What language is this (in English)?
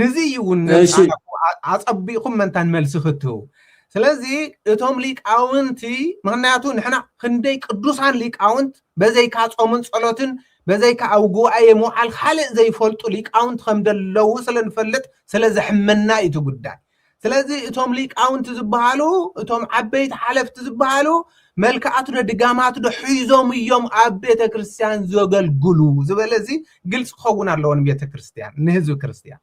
Tigrinya